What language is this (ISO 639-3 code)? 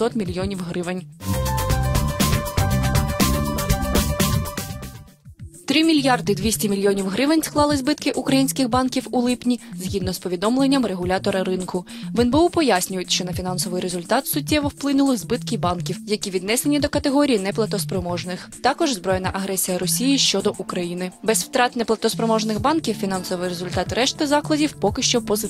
ukr